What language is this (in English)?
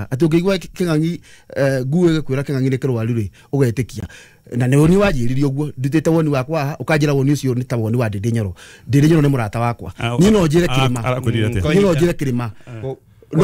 Kikuyu